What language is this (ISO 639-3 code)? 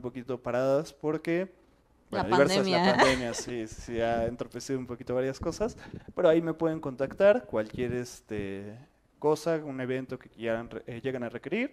spa